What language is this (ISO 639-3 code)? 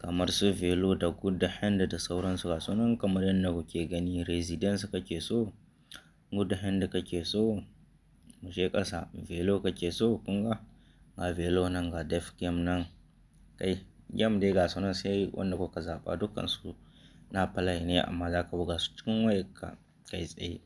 hau